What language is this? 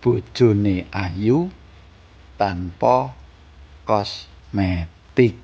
Javanese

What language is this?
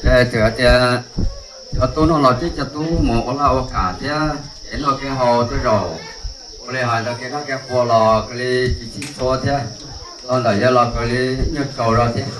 Hmong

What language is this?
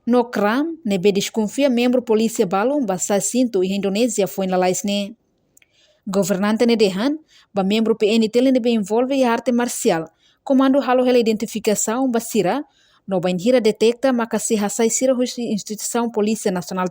Tetum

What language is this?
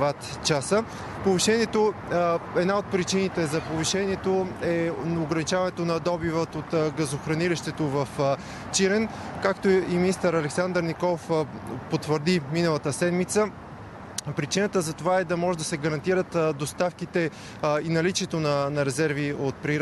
Bulgarian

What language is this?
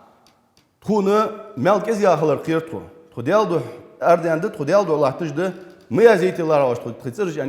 Ingush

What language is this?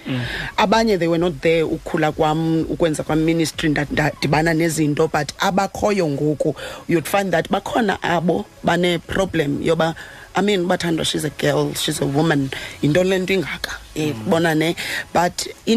Xhosa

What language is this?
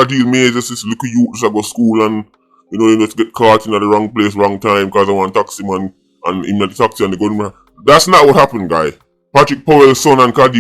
Jamaican Creole English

